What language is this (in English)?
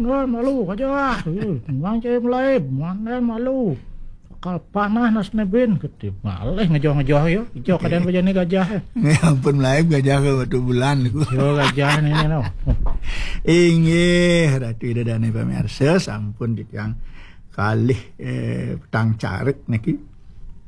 Balinese